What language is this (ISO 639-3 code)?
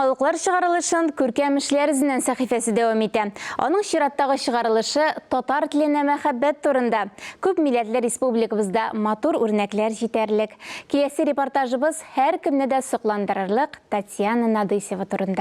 tat